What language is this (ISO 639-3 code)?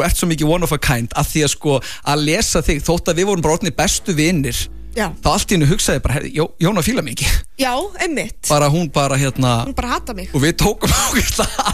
isl